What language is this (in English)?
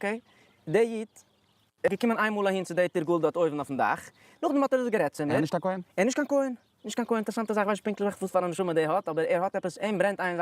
Yiddish